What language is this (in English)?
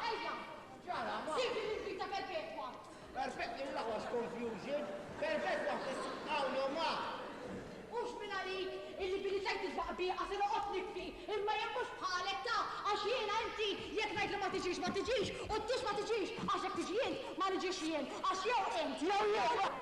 Maltese